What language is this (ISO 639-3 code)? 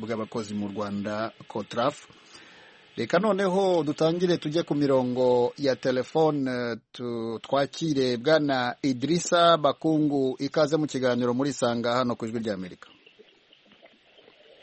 kin